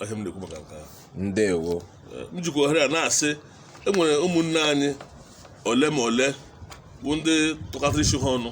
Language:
Igbo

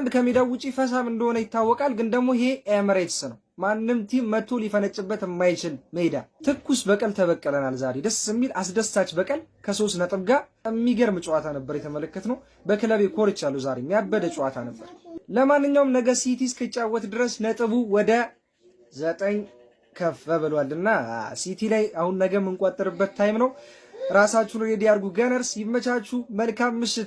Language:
Amharic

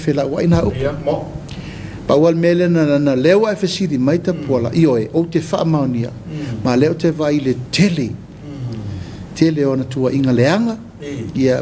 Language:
Samoan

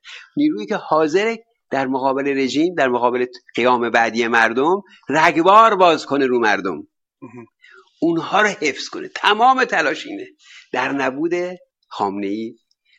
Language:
Persian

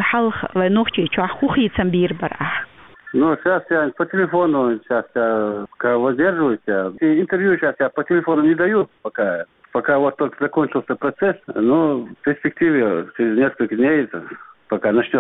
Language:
Chechen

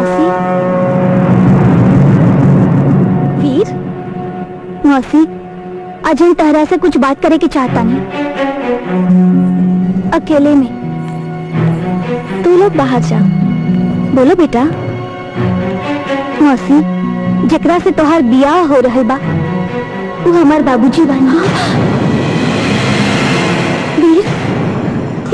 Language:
Bhojpuri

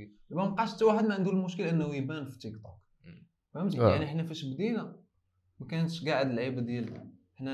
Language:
Moroccan Arabic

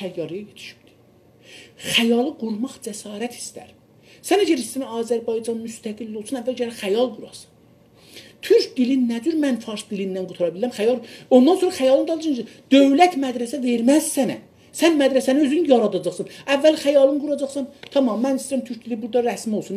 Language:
South Azerbaijani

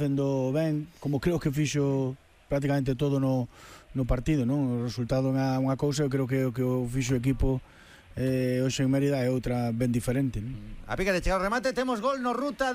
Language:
Galician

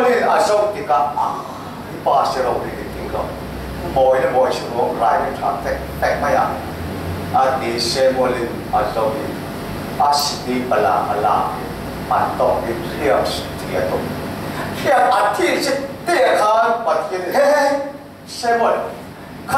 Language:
Falam Chin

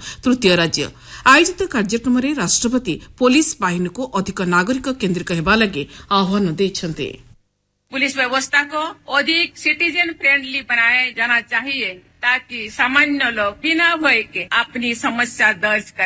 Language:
Odia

